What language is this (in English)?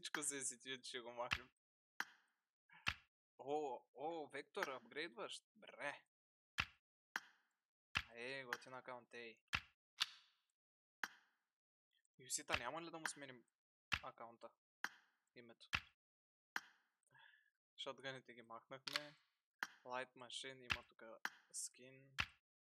Bulgarian